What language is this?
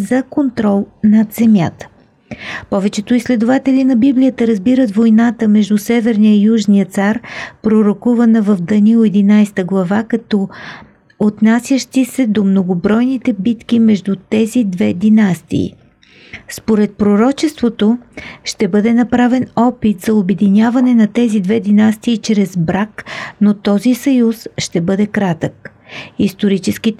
Bulgarian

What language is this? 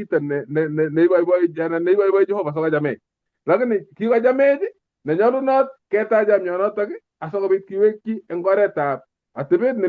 Kalenjin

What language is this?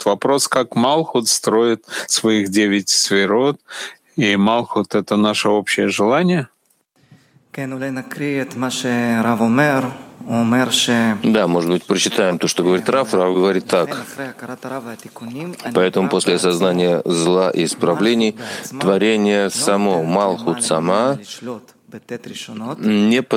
Russian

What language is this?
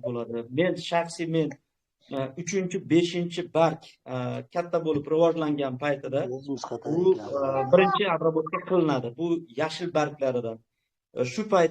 Uzbek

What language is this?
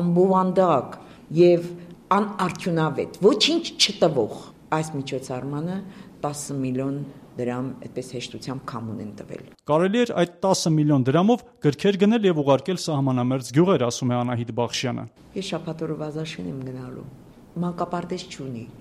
Armenian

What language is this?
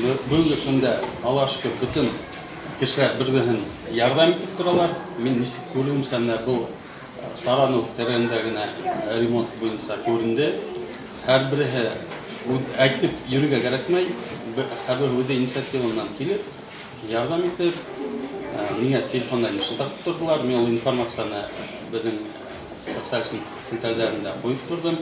Bashkir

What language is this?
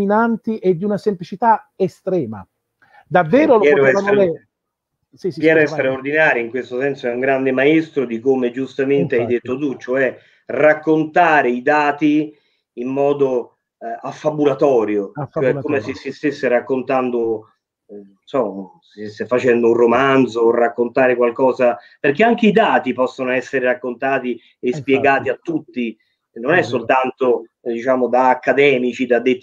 Italian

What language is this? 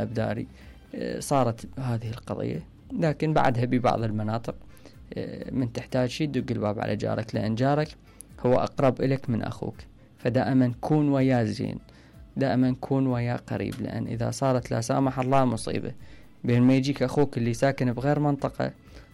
Mesopotamian Arabic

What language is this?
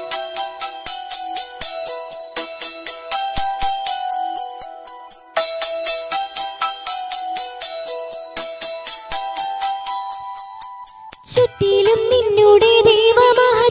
Malayalam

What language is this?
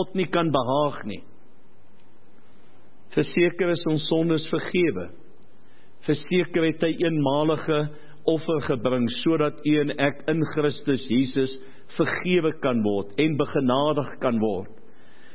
Afrikaans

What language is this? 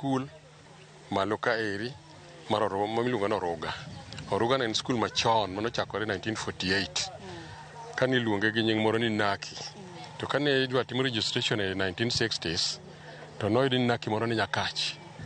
Luo (Kenya and Tanzania)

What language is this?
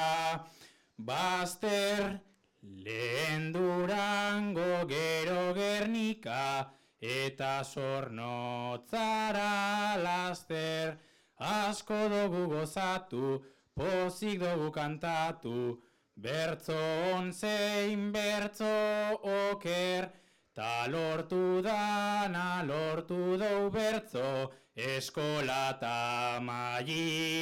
Basque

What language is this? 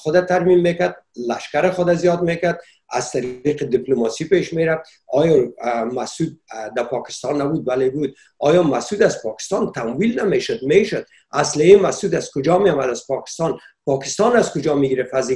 Persian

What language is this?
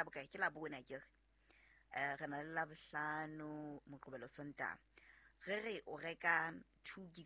Southern Sotho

